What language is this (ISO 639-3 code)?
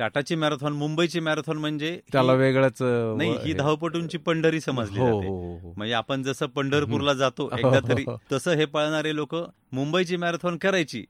mar